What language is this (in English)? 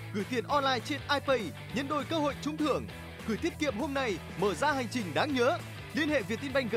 Vietnamese